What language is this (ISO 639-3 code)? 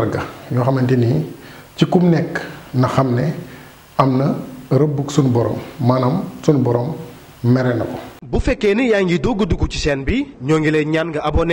wol